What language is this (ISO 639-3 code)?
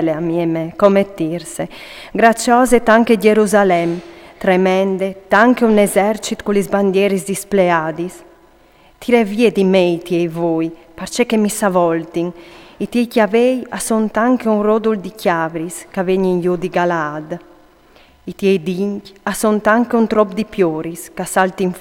fur